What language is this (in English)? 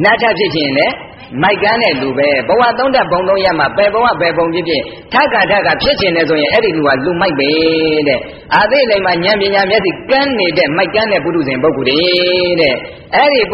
Burmese